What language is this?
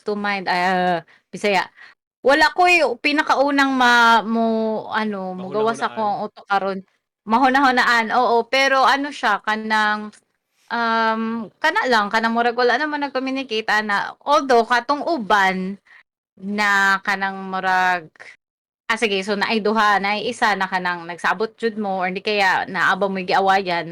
Cebuano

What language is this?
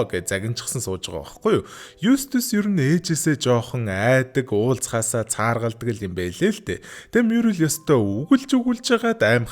Mongolian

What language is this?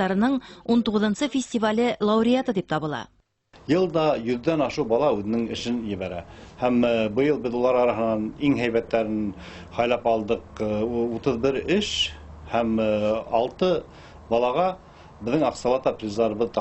Bashkir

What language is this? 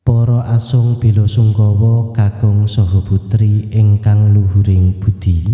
Javanese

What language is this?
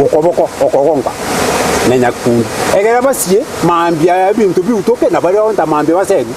Gusii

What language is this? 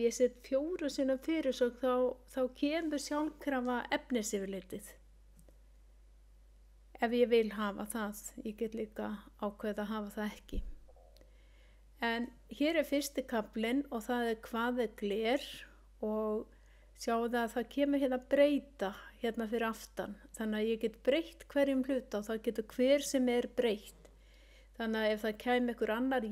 Icelandic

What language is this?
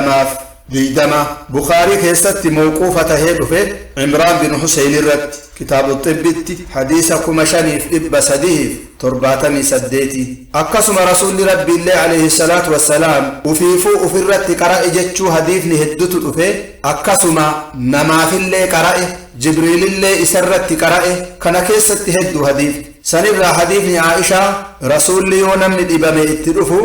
Oromo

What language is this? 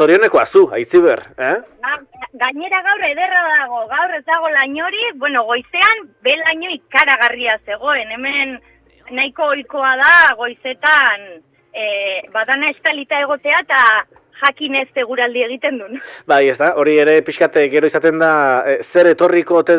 Basque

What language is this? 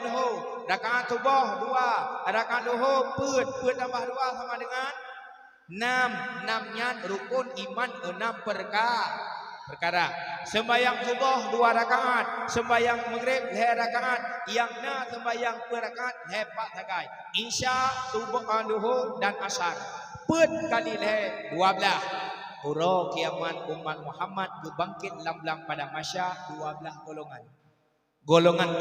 Achinese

